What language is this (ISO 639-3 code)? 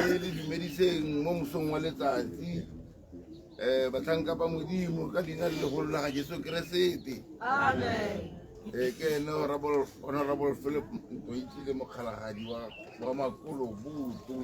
tsn